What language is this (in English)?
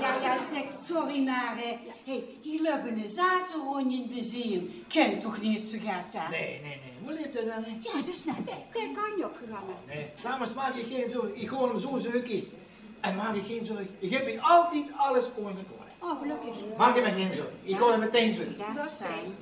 Limburgish